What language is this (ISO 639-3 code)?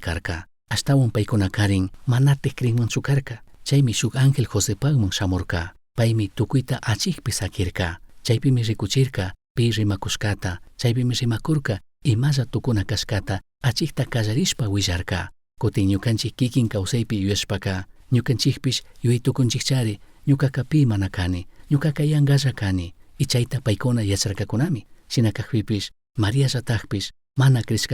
qug